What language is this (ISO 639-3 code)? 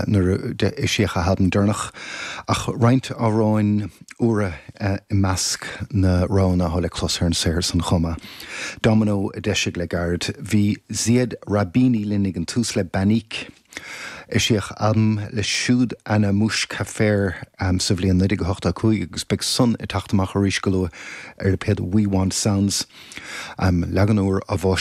gle